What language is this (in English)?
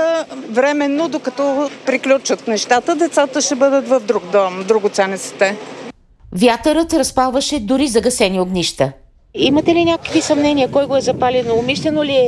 Bulgarian